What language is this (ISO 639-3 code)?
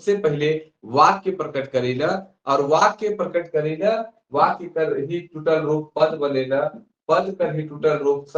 sck